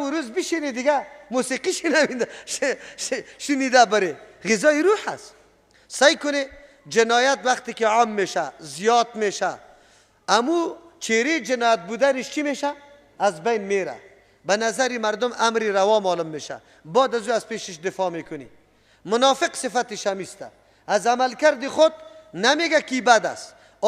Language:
Persian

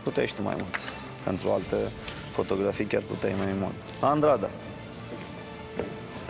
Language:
Romanian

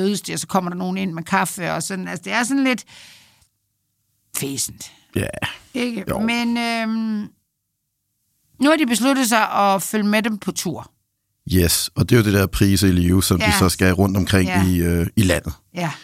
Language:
Danish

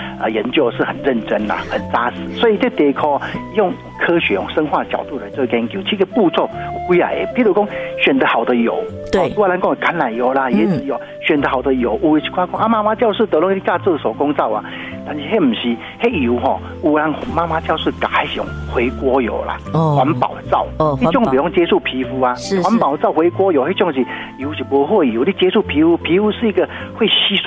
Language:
Min Nan Chinese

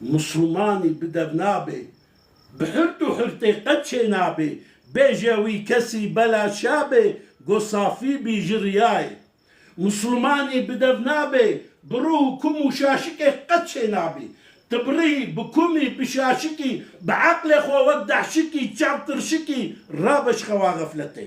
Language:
Kurdish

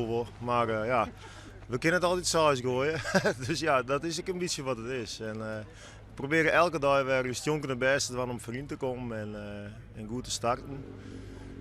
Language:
Western Frisian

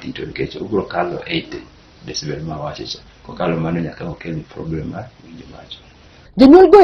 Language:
Luo (Kenya and Tanzania)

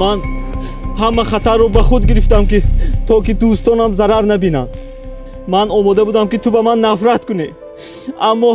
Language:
Tajik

